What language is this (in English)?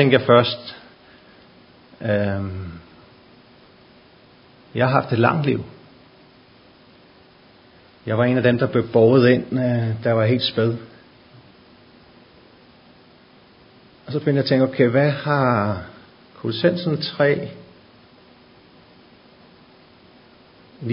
Danish